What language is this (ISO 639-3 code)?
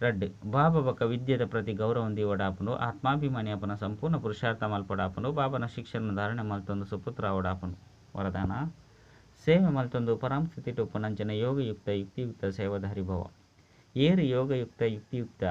tcy